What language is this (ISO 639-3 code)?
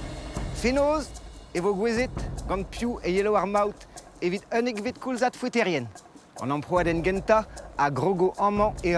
bre